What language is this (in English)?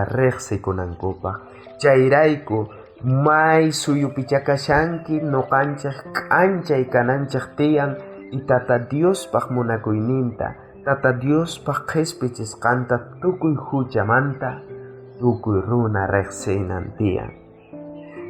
South Bolivian Quechua